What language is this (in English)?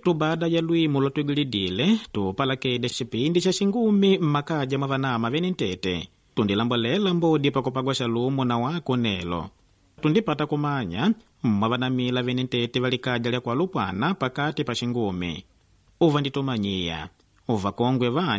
Makonde